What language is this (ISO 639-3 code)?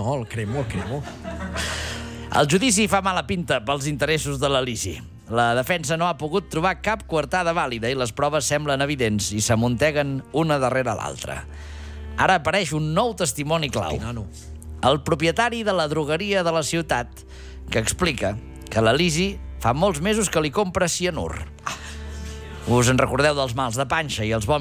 cat